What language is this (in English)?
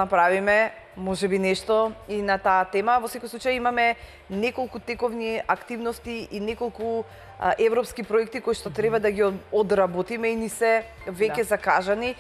Macedonian